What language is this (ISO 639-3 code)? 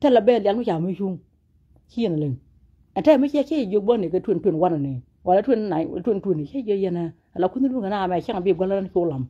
nus